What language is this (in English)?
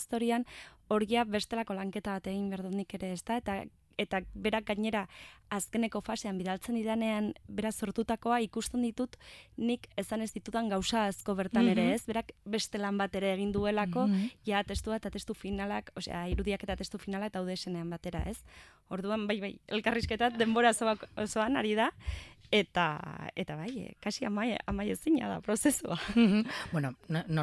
Basque